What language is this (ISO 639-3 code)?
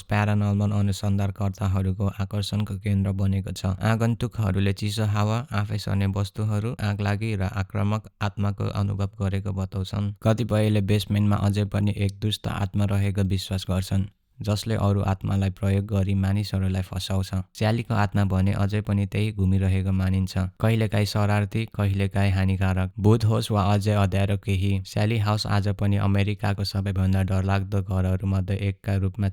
nep